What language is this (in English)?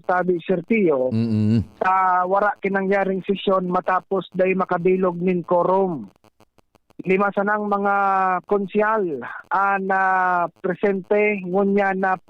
Bikol